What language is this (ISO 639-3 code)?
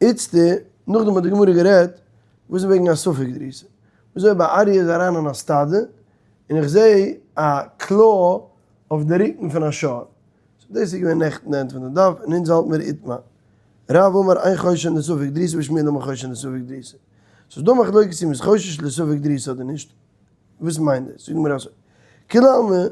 yid